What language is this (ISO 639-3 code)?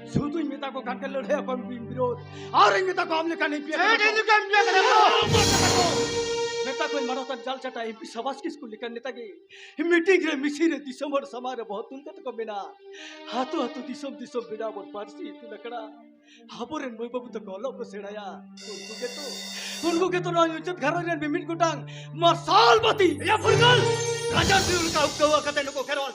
sat